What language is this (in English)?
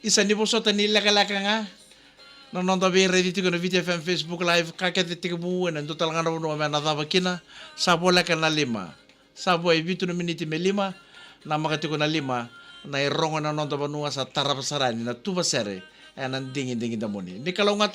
Fijian